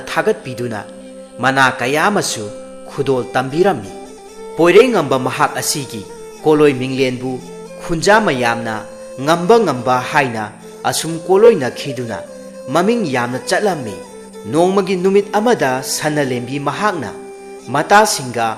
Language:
Manipuri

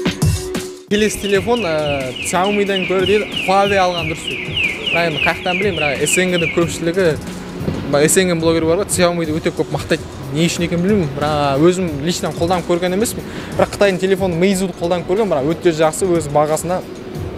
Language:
Kazakh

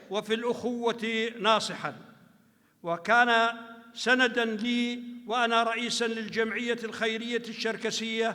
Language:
North Levantine Arabic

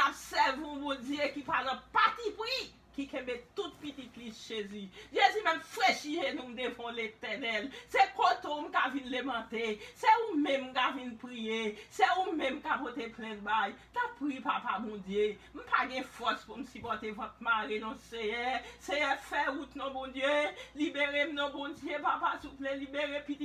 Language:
Haitian Creole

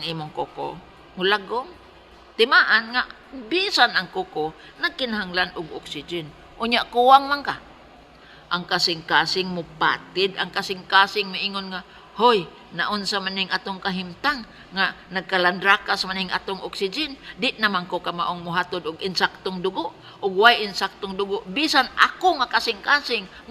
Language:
Cebuano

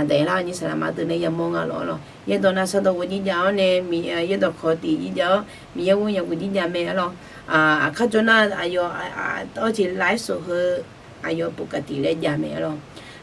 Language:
Akha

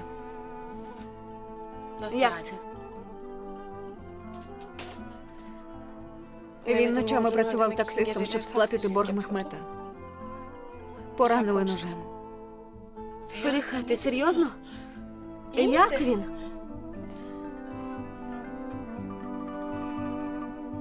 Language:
Ukrainian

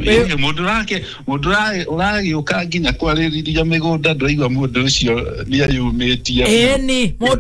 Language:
Kikuyu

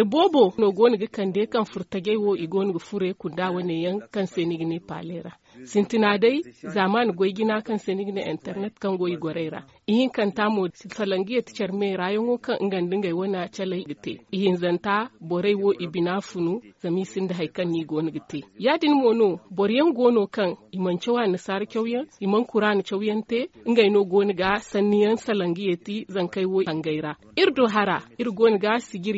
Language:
Zarma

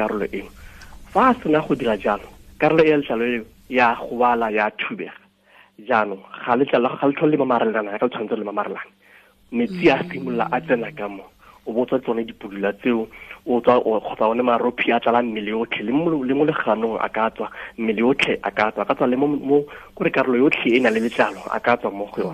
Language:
Tswana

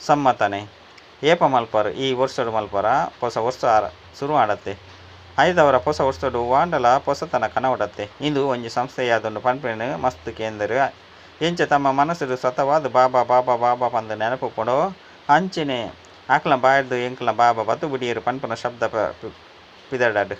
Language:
Tulu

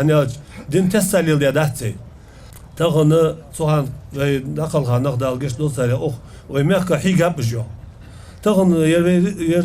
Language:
Ingush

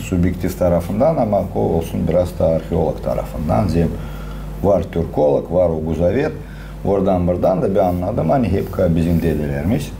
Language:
Gagauz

